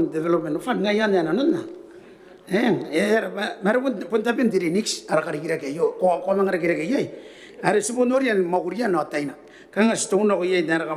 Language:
Gilbertese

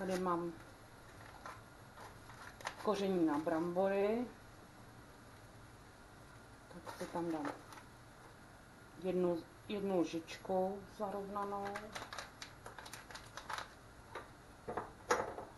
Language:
Czech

